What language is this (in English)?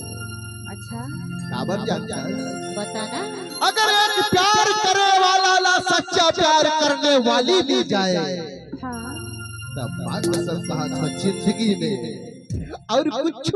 Chhattisgarhi